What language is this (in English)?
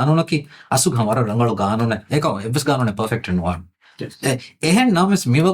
Divehi